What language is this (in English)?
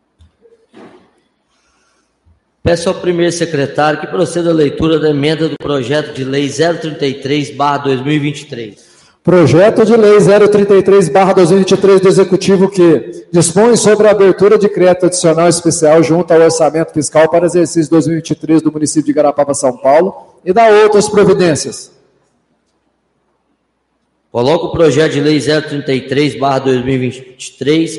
Portuguese